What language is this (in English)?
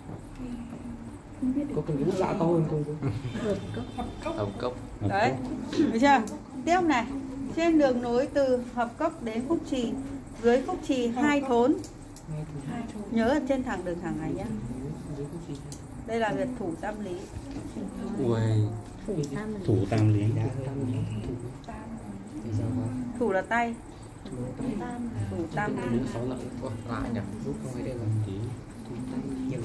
Vietnamese